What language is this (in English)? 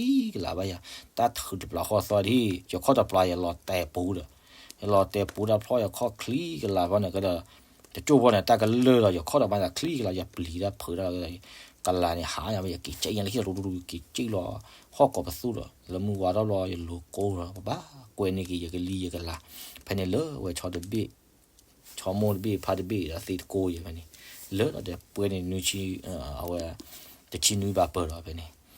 S'gaw Karen